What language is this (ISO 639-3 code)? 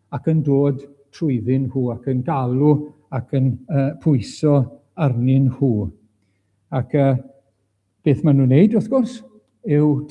cym